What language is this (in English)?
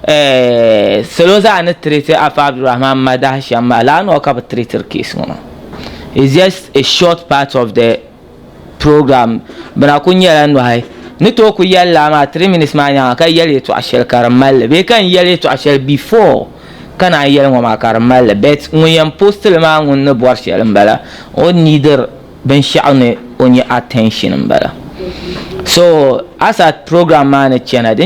Dagbani